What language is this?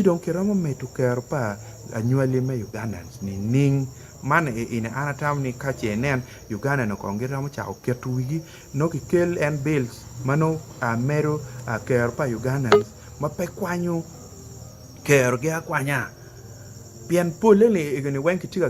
Acoli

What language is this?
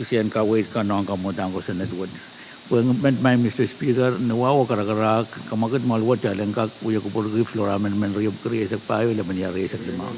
Pohnpeian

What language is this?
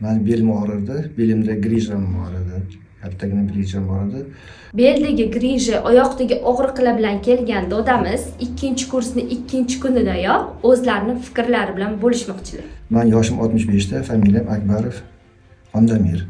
Uzbek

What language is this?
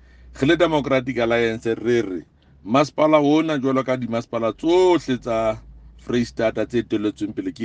Southern Sotho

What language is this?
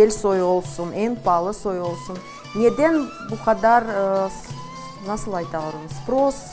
Crimean Tatar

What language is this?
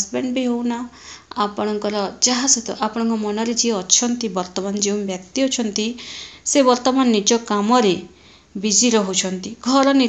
Odia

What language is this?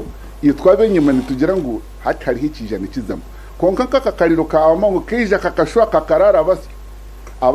Nyankole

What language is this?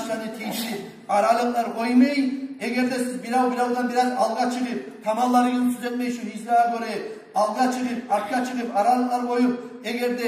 Kumyk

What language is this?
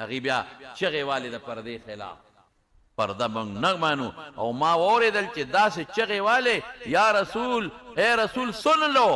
Pashto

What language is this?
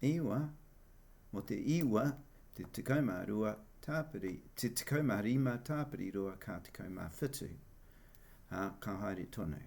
Māori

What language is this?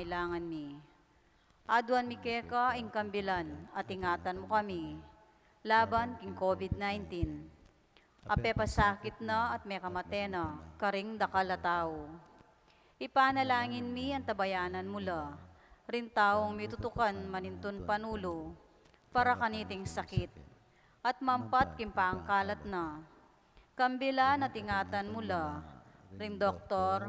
Pampanga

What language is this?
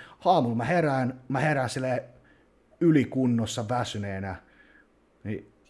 Finnish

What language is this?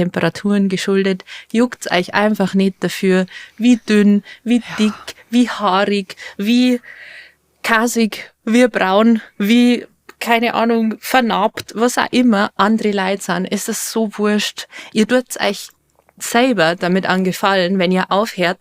Bavarian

